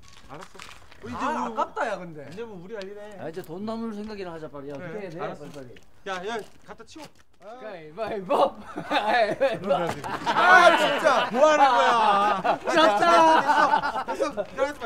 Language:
Korean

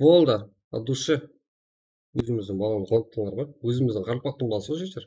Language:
Kara-Kalpak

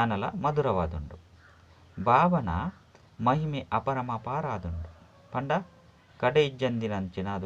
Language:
Tulu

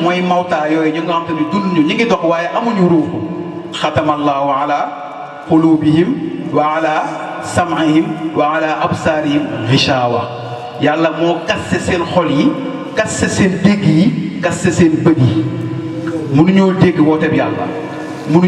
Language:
Wolof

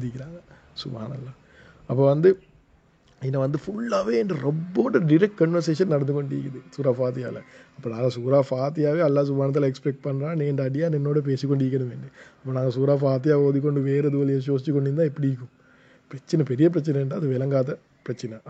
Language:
Tamil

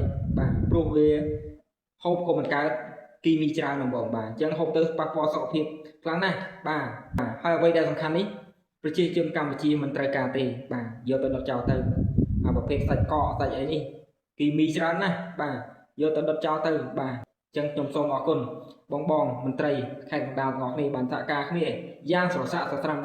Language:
Khmer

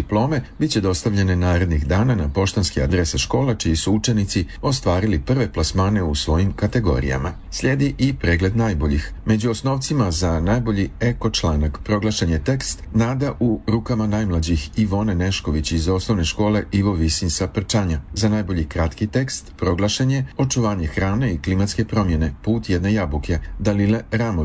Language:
Serbian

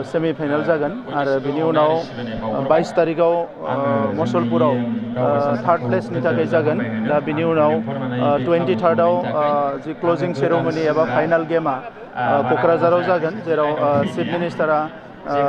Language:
Bodo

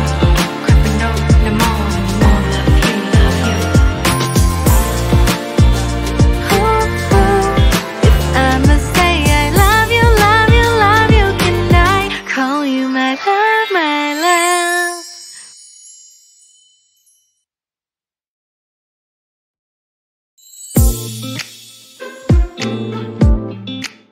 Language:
English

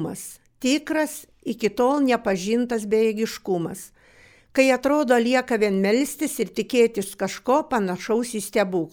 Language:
Lithuanian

